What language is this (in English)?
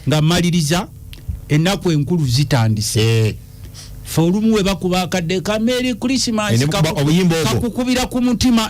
Ganda